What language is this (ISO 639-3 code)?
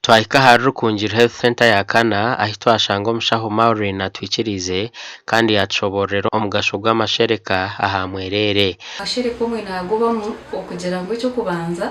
nyn